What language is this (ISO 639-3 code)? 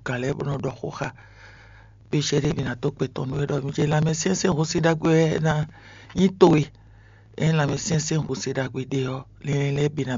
fon